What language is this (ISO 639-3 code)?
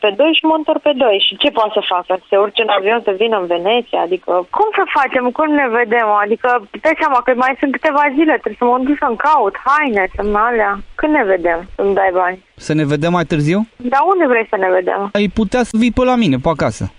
ron